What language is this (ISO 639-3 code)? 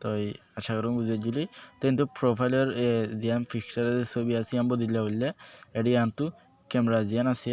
rhg